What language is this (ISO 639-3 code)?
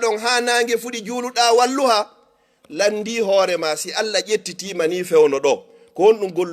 ful